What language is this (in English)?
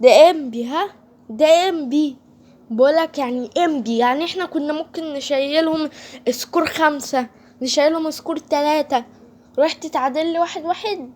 Egyptian Arabic